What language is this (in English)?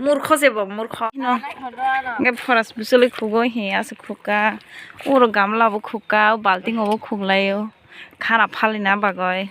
Kok Borok